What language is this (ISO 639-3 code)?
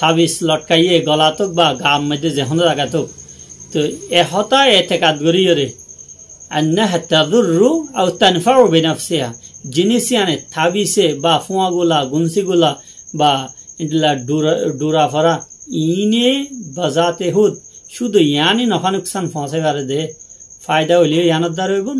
rhg